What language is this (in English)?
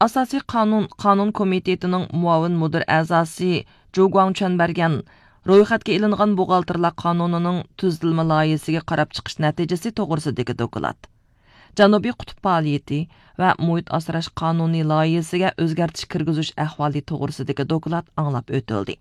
Uyghur